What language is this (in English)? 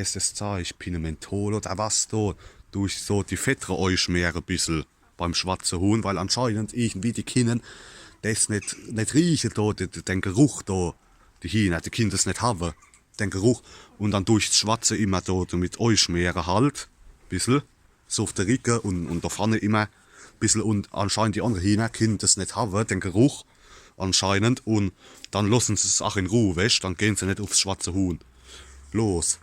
Palatine German